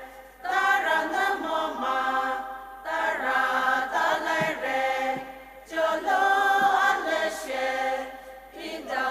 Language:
Poumei Naga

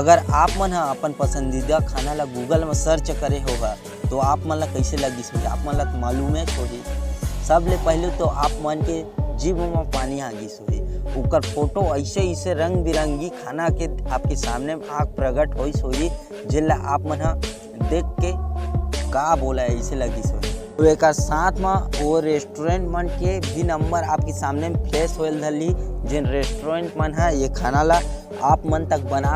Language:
Chhattisgarhi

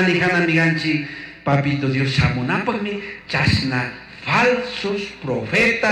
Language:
Chimborazo Highland Quichua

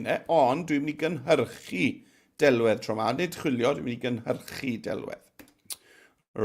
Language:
Welsh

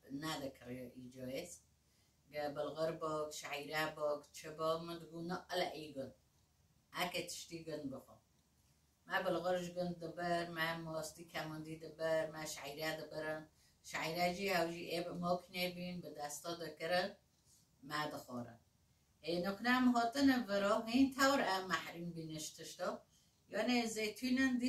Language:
Persian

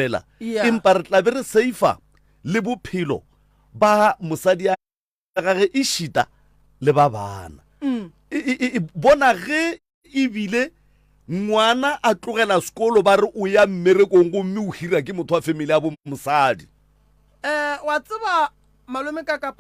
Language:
Northern Sotho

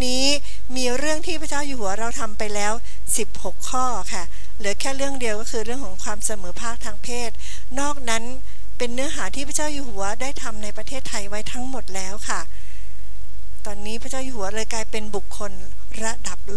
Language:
Thai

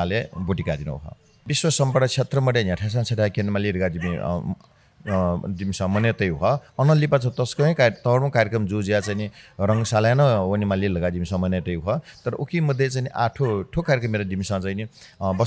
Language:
Newari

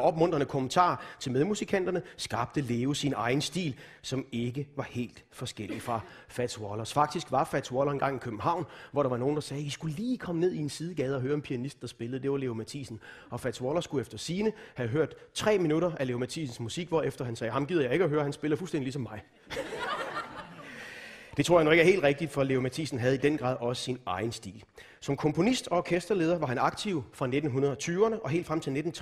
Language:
Danish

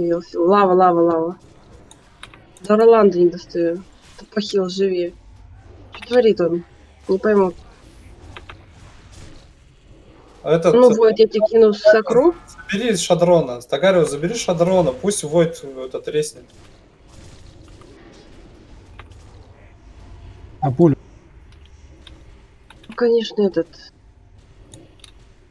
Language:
Russian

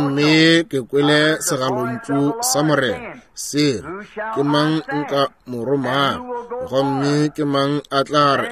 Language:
Northern Sotho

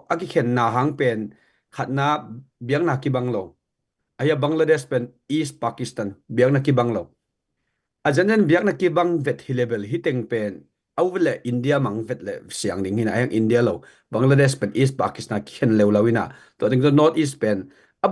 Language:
Tedim Chin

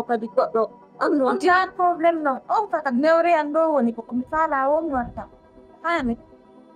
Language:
Fula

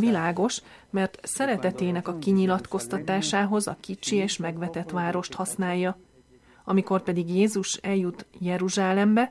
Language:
Hungarian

